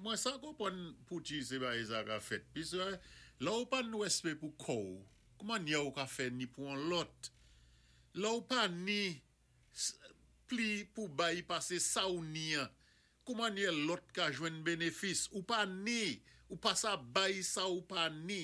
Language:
Saint Lucian Creole French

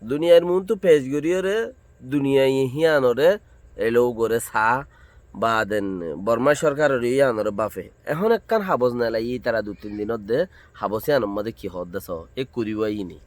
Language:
Rohingya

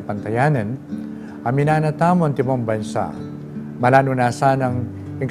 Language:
Pampanga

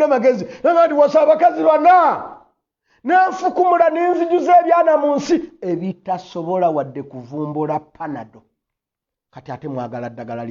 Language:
Ganda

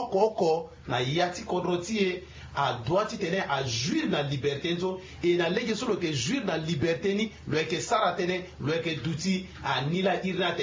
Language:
Sango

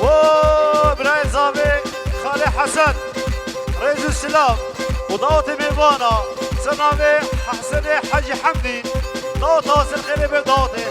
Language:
Kurdish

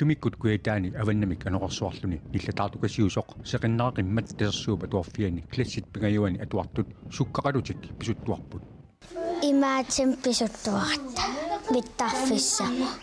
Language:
Kalaallisut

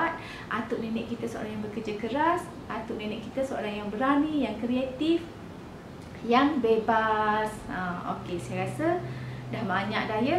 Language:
Malay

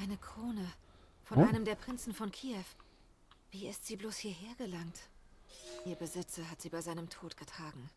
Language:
Swiss German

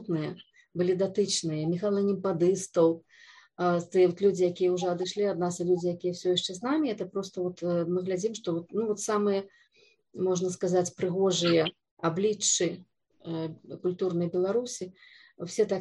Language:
Belarusian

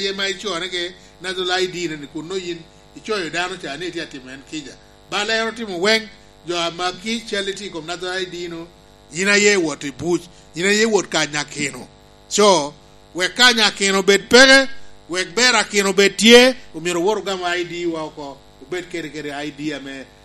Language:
Lango (Uganda)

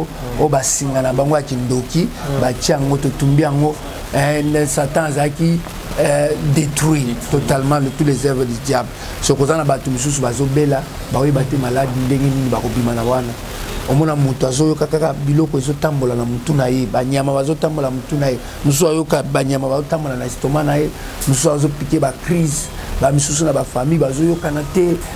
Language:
Lingala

